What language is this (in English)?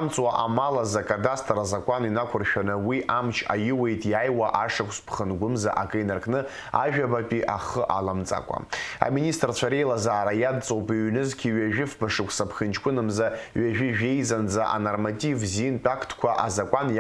Abkhazian